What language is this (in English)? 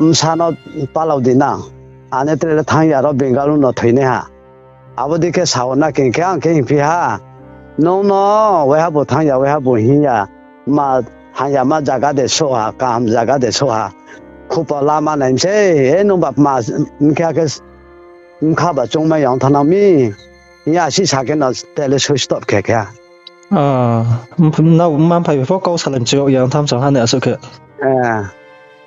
Riang (India)